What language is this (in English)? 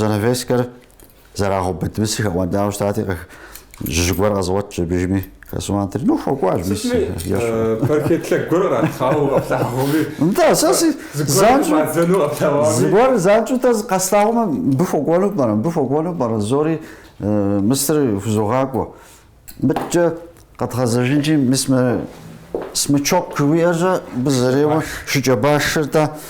Kabardian